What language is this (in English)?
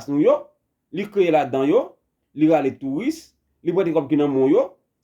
Haitian Creole